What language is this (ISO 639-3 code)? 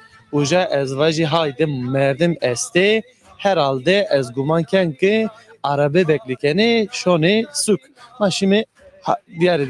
zza